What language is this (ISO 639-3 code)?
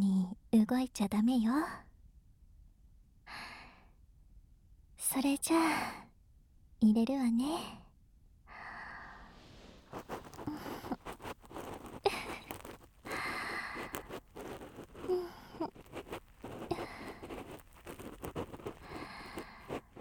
jpn